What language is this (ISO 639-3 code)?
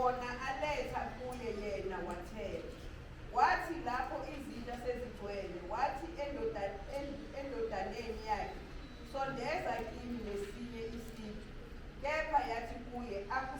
zul